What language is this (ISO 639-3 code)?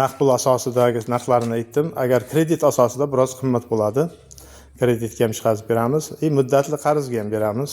uzb